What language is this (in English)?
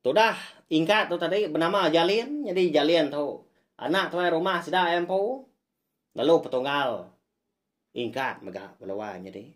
Iban